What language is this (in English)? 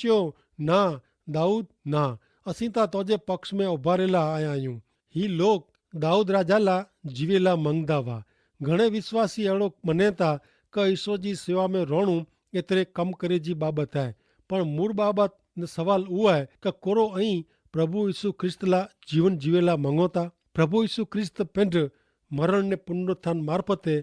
Kachhi